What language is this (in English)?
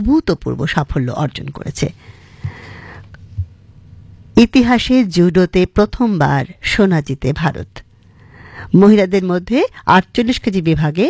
Bangla